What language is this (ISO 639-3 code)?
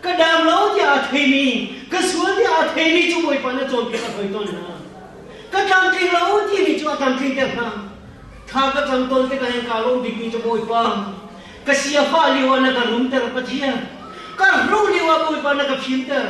cnh